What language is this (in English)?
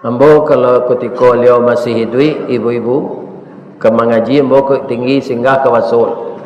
Minangkabau